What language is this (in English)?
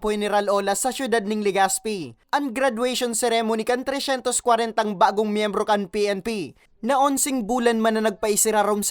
Bikol